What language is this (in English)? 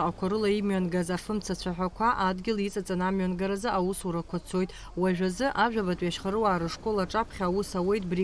Abkhazian